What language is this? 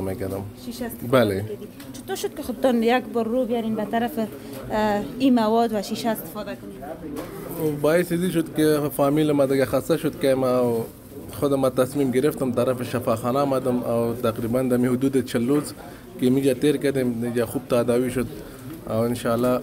Persian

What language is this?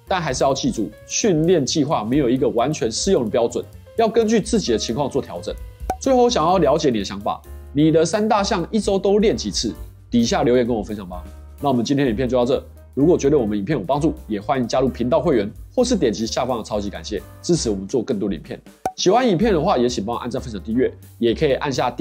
Chinese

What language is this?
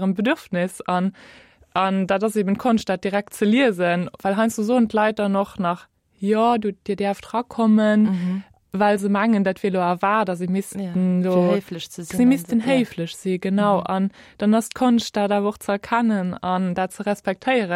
Luxembourgish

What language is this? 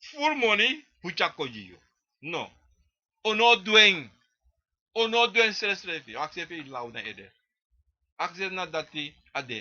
Sranan Tongo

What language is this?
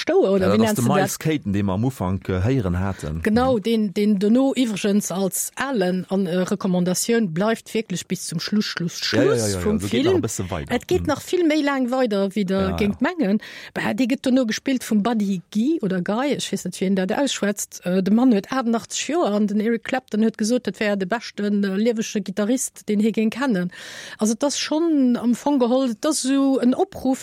Luxembourgish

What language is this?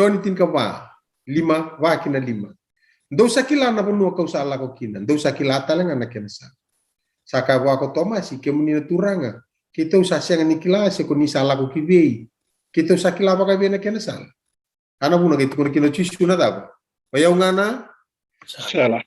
Fijian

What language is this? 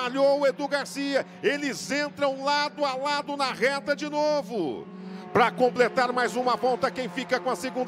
Portuguese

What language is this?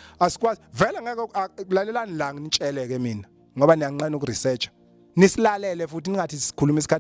Zulu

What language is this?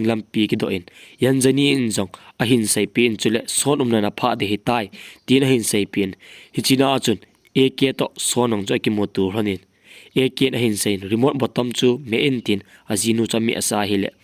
Thado Chin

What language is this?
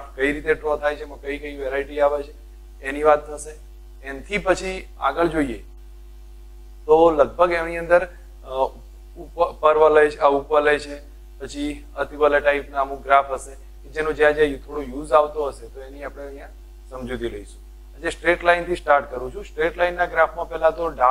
Gujarati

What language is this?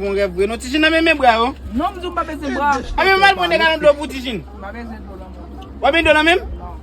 Haitian Creole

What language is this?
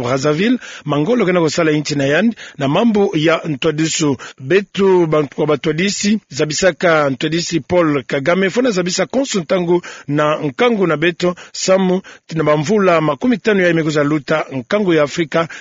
Kituba (Democratic Republic of Congo)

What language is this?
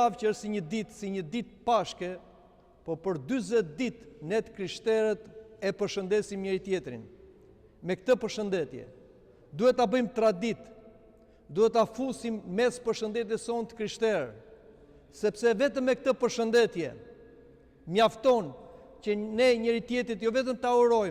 Albanian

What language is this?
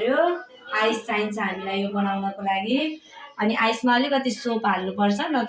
Nepali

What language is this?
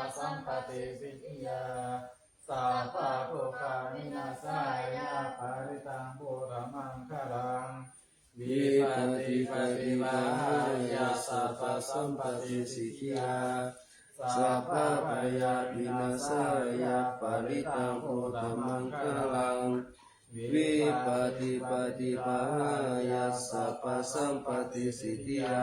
Pali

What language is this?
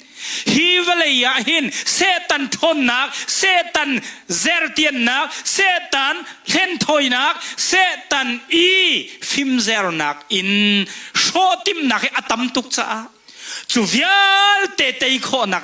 Hakha Chin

